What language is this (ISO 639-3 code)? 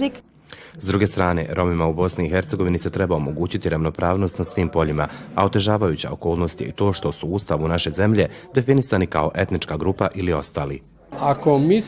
bos